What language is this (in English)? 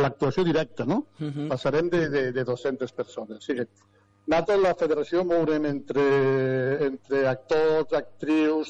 Catalan